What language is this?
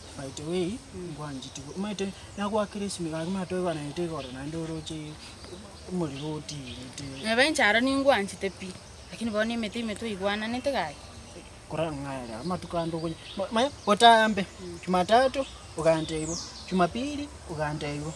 Gusii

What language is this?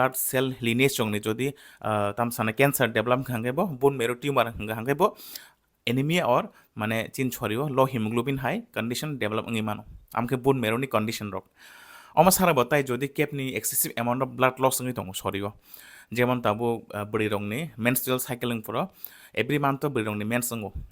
Kok Borok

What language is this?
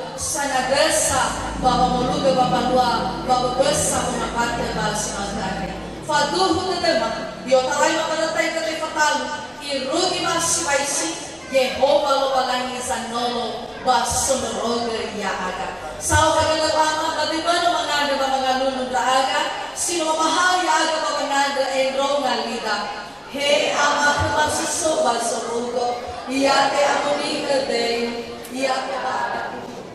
Nias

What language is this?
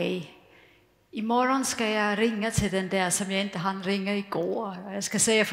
Swedish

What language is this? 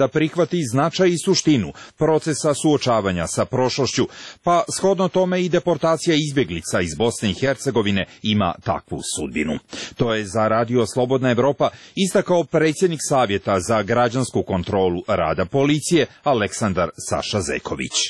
Serbian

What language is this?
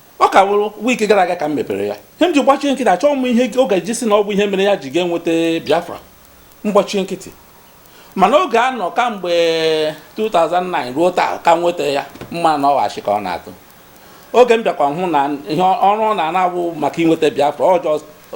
Igbo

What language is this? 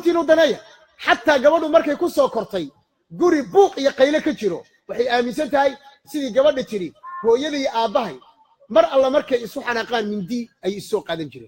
Somali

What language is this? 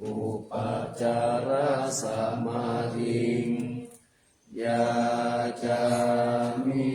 Pali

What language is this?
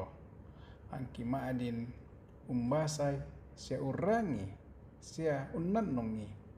Toraja-Sa'dan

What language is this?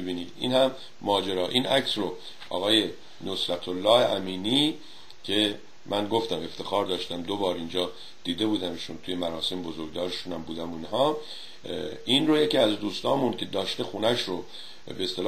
Persian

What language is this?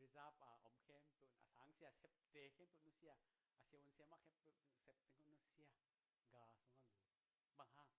Tedim Chin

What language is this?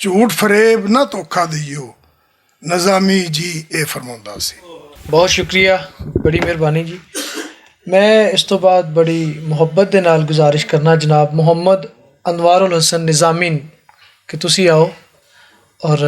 Western Panjabi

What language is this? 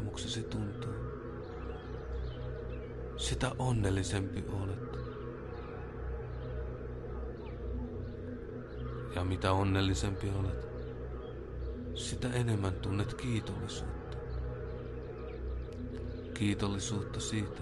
Finnish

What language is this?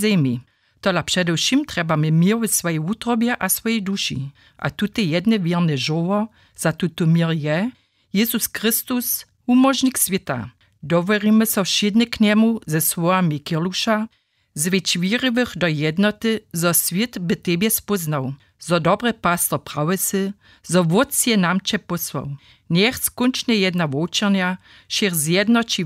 Upper Sorbian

